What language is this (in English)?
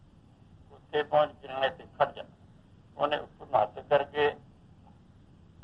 Punjabi